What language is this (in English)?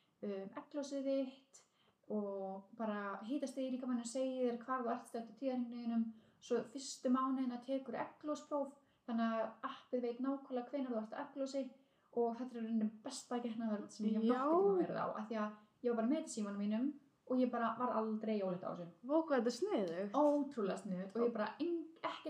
Icelandic